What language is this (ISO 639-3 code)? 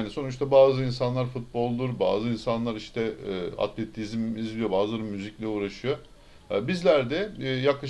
tur